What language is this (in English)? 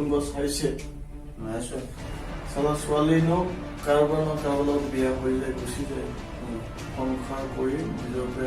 Assamese